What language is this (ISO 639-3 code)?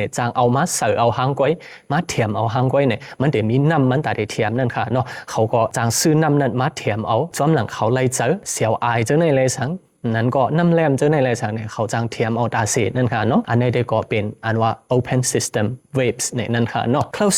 shn